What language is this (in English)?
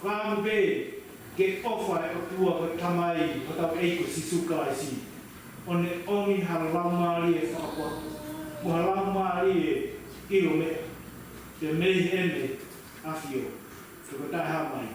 Tongan